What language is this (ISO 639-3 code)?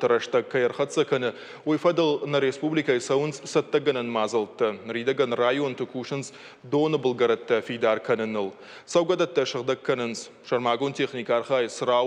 oss